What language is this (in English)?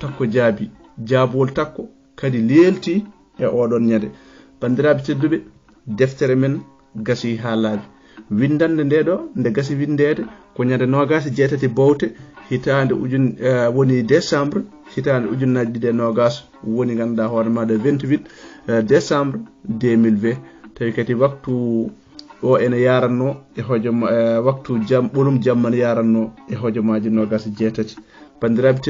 Fula